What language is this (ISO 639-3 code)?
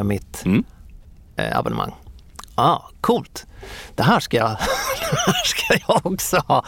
swe